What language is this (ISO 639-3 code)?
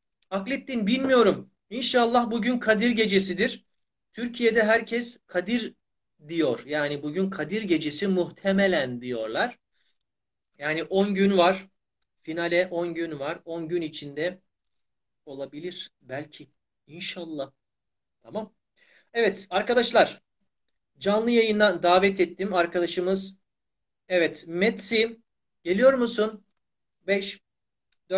tur